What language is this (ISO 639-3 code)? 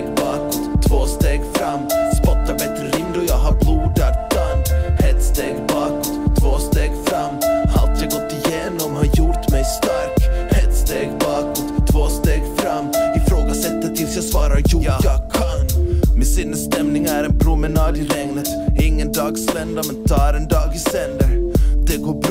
swe